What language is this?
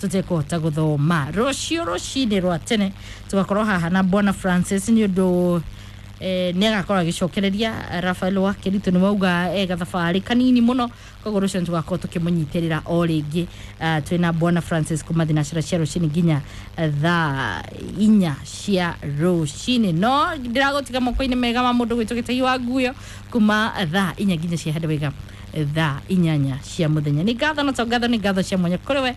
Kikuyu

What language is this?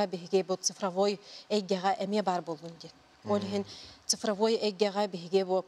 Yakut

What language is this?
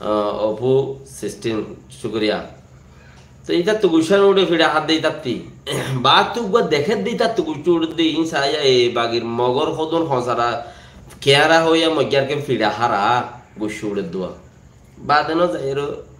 Rohingya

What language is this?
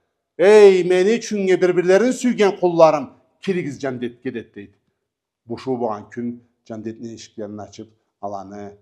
Karachay-Balkar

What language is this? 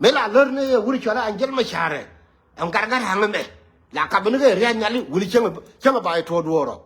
Nuer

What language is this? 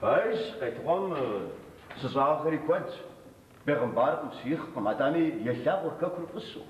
Kabardian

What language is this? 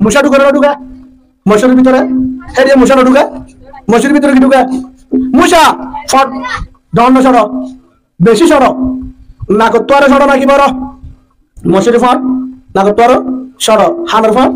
Rohingya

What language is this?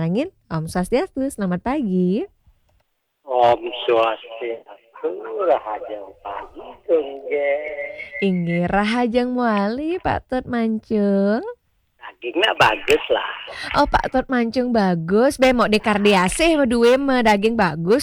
Balinese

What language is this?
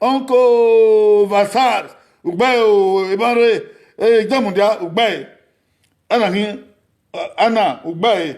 Bini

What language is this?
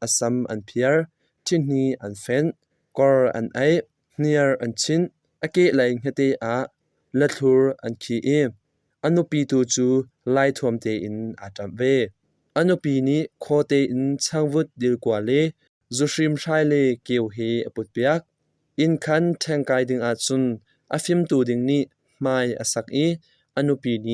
Hakha Chin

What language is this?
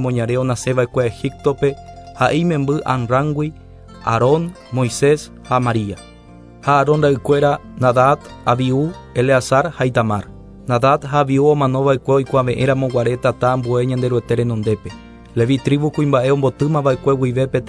Guarani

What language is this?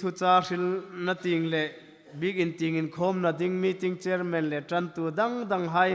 Hmar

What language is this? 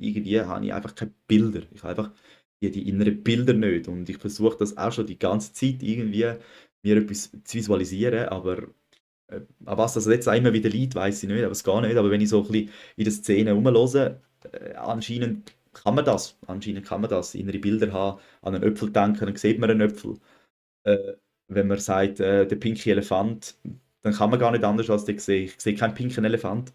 Swiss German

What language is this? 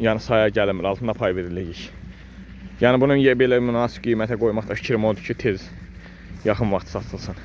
Azerbaijani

